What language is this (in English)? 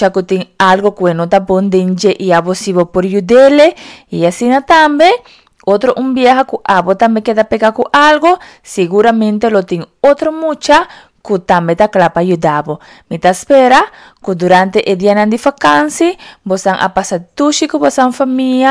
Papiamento